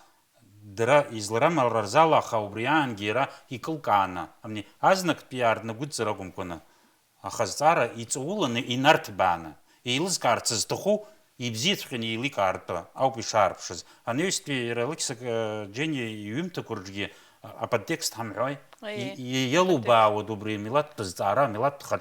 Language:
Abkhazian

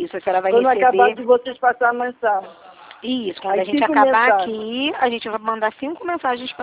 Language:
Portuguese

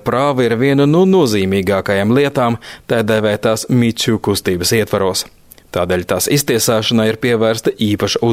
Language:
Latvian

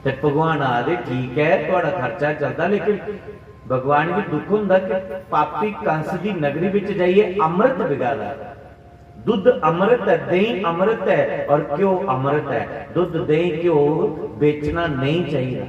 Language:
Dogri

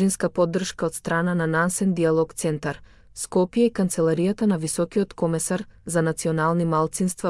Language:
Macedonian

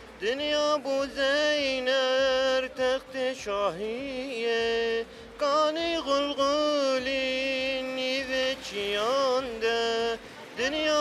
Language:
Kurdish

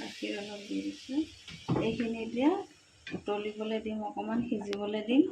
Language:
Assamese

